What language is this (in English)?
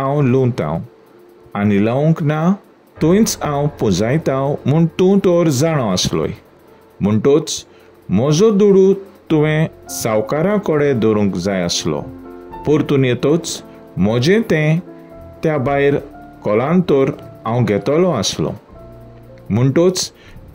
Konkani